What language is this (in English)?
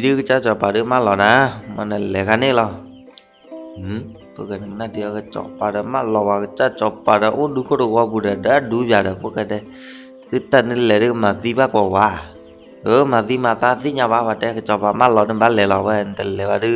S'gaw Karen